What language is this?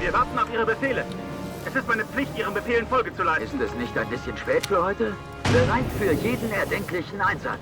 Bavarian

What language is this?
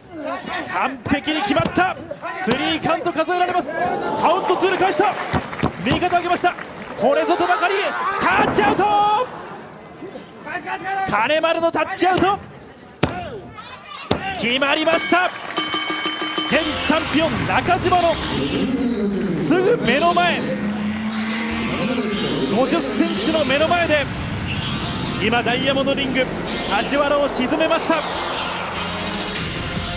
Japanese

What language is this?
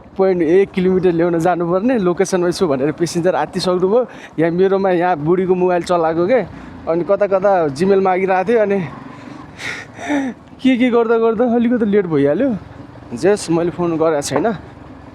Nepali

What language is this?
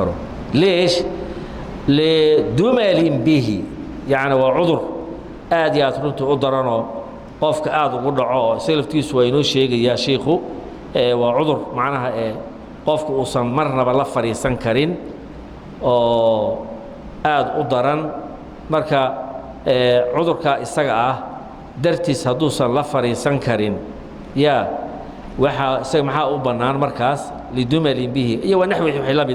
Somali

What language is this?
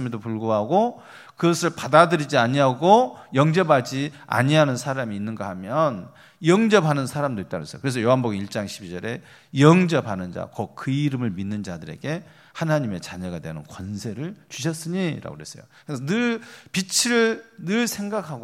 Korean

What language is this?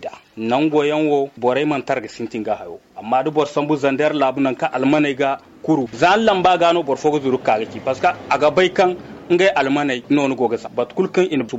Zarma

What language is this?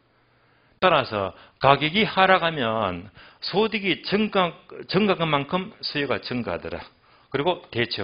Korean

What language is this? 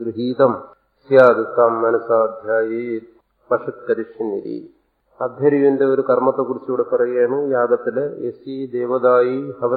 Malayalam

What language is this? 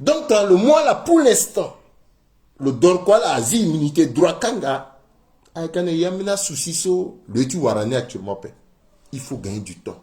Sango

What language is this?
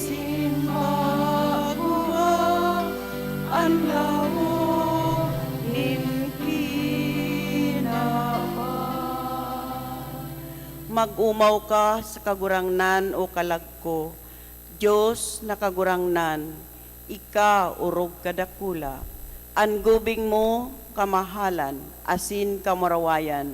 Bikol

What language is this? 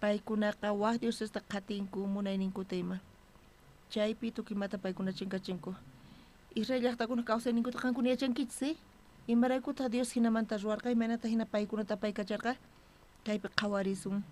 South Bolivian Quechua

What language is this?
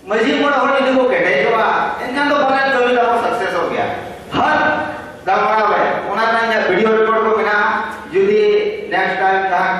Santali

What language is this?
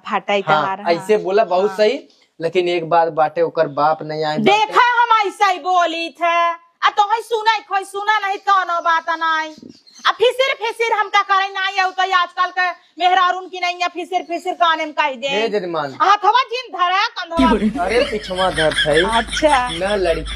Awadhi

